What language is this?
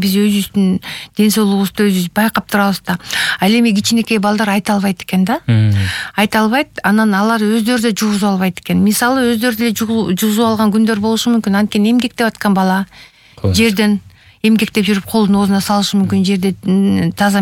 Kyrgyz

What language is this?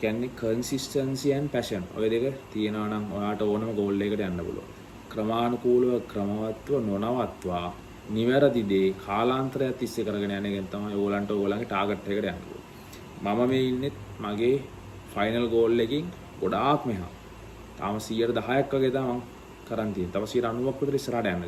Sinhala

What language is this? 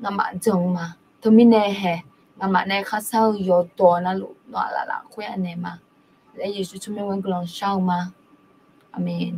Akha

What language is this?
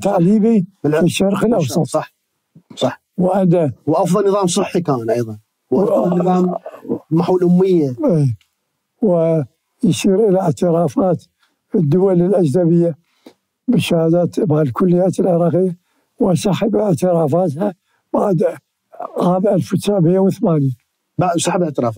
Mesopotamian Arabic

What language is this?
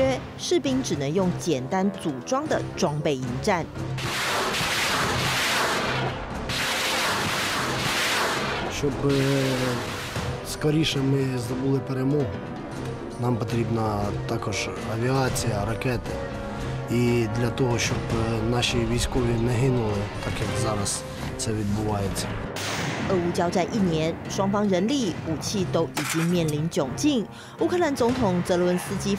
Chinese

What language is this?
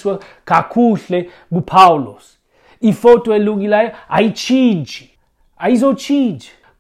Xhosa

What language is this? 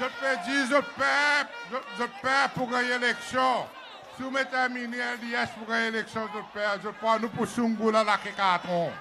Seselwa Creole French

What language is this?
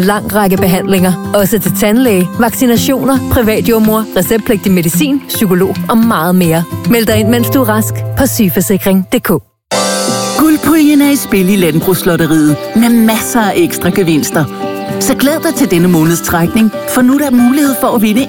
Danish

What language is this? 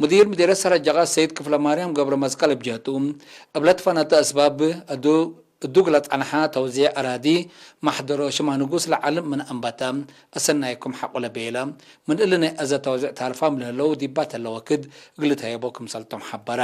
Tigre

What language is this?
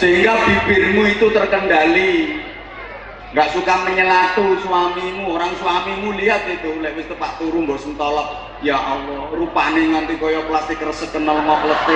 Javanese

